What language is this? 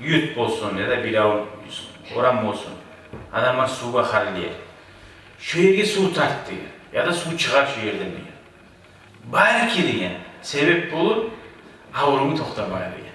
Kumyk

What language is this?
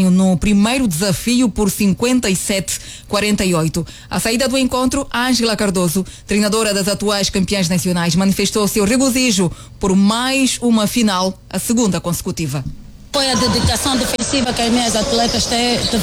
Portuguese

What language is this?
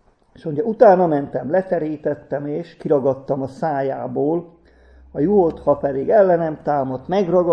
Hungarian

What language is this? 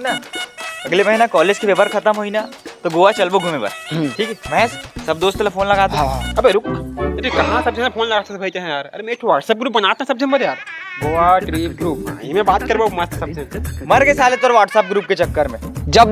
Chhattisgarhi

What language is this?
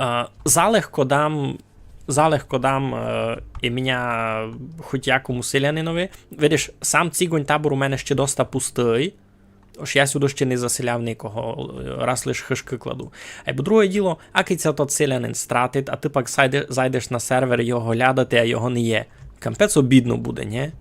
Rusyn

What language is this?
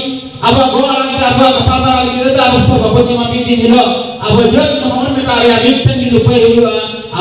Santali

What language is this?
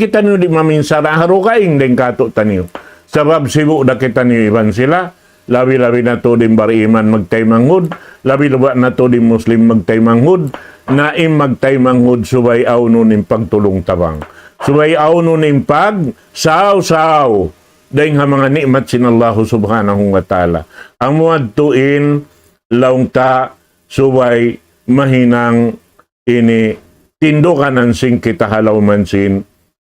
Tausug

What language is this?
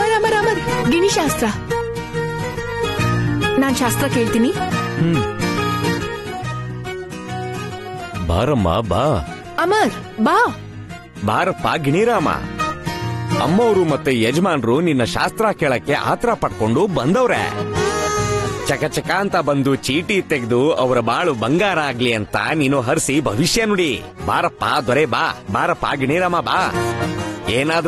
Kannada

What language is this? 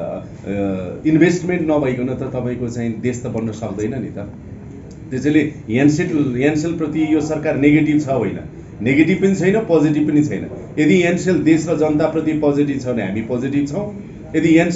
Nepali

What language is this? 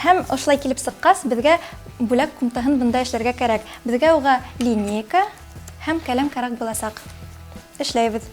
Bashkir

